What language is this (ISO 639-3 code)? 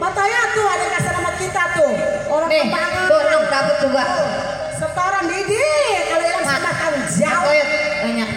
bew